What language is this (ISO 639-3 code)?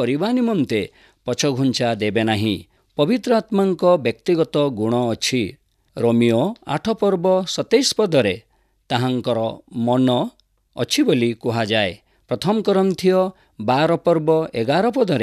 ori